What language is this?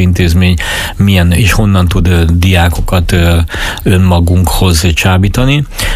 Hungarian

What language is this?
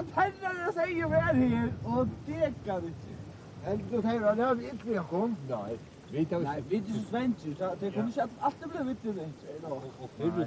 Faroese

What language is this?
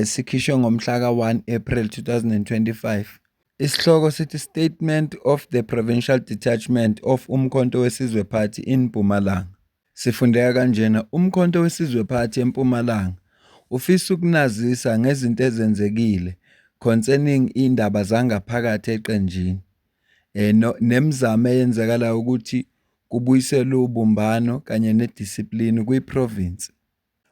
Zulu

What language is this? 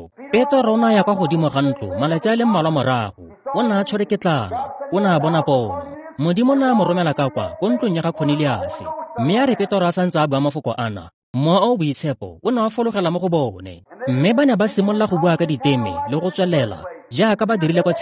Tswana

